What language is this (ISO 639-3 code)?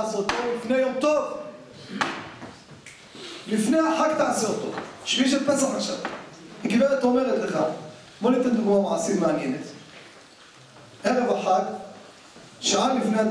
heb